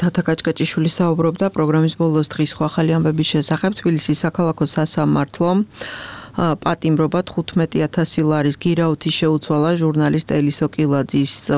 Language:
Georgian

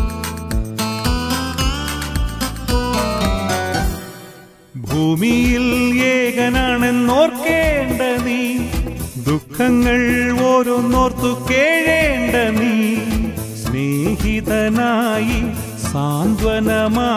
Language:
Malayalam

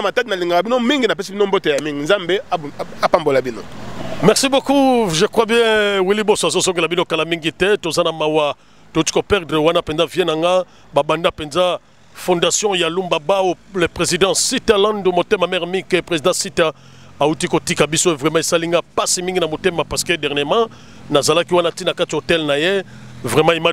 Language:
Lingala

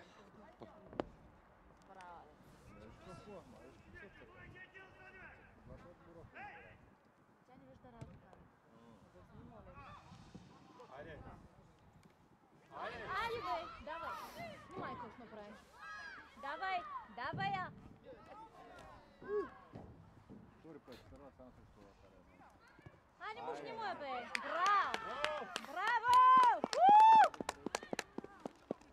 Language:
Bulgarian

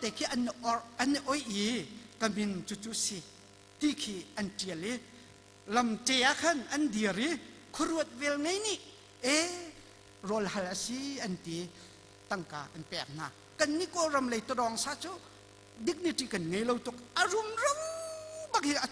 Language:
Hakha Chin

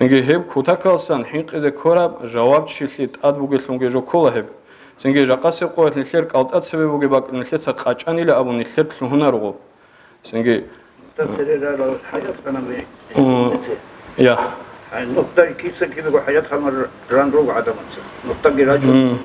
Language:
Avaric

